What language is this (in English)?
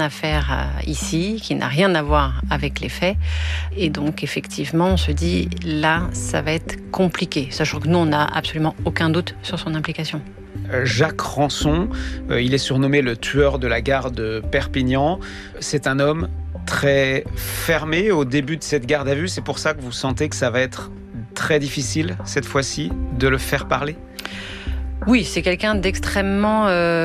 French